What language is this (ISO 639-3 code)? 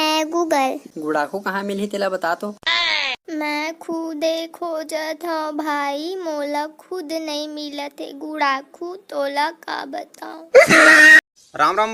hne